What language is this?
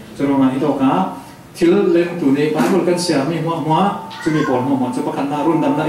Falam Chin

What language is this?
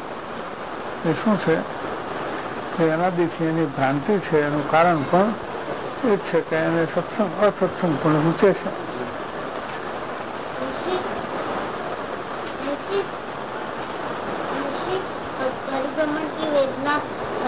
Gujarati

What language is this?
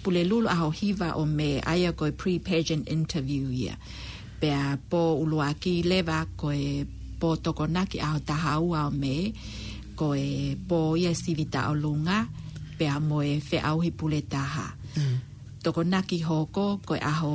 Tongan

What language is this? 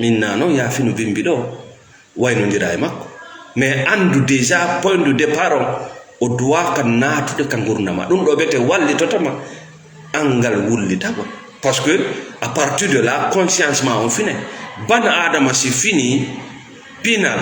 Fula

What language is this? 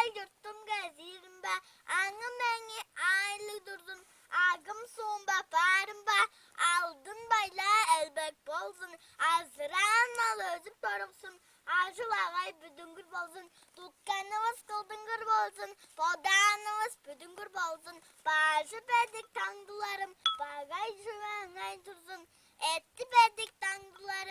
Tuvinian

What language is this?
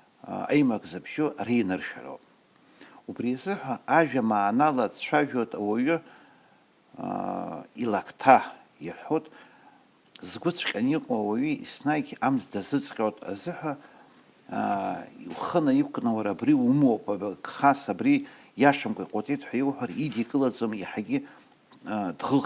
Abkhazian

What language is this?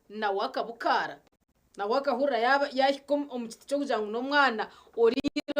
Nyankole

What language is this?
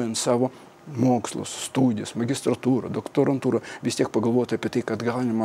Lithuanian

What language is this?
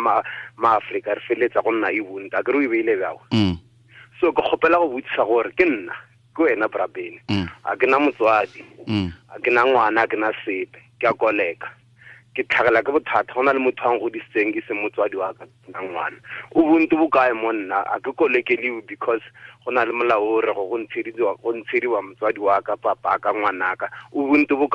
Tswana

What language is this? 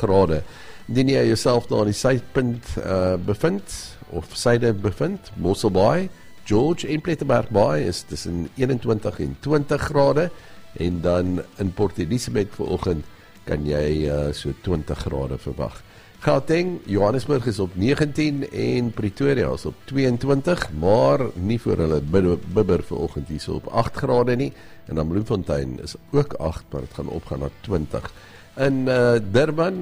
Afrikaans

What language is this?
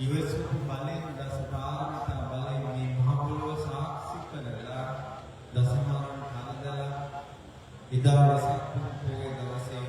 Sinhala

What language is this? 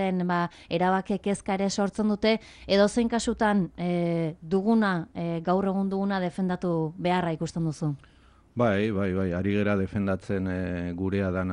Basque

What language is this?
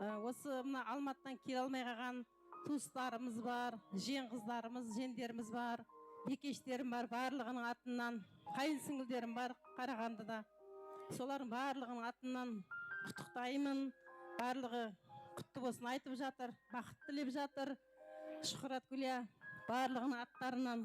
Kara-Kalpak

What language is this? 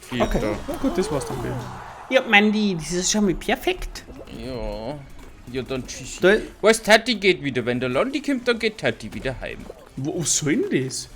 Bavarian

